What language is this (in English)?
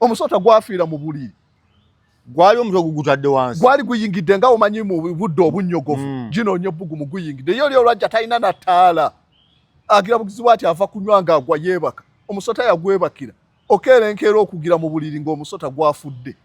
Ganda